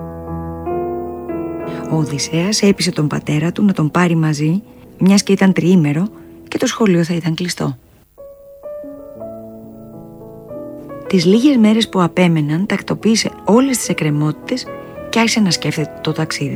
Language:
Greek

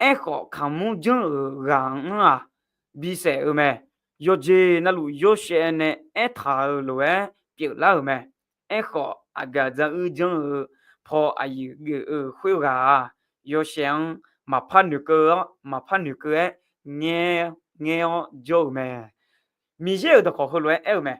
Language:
Akha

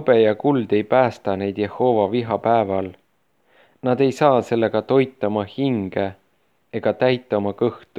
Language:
Estonian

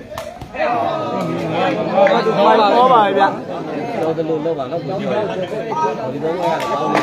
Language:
Burmese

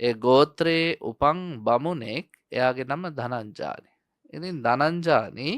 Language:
Sinhala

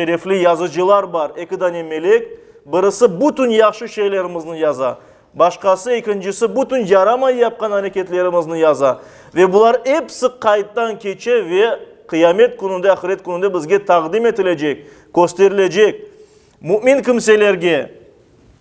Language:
Crimean Tatar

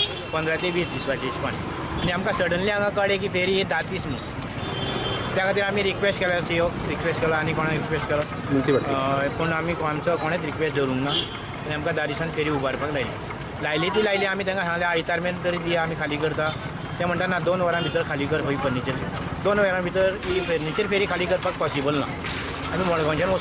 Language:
Konkani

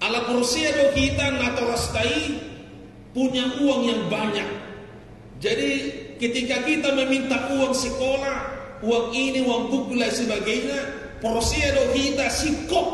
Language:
Batak Toba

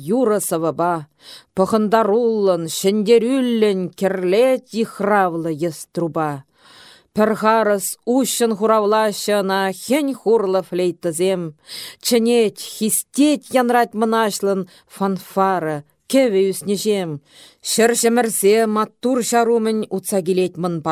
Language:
Chuvash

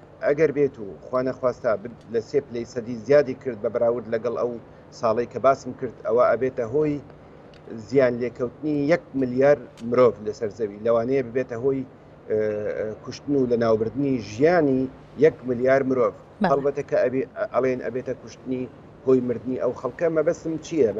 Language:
Central Kurdish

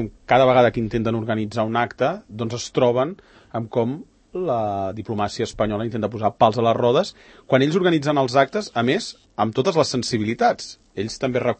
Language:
Catalan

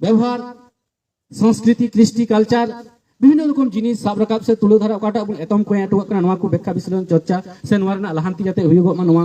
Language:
Santali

